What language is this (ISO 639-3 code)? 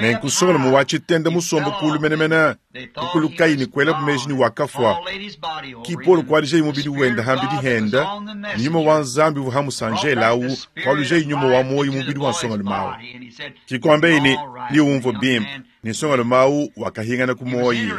lua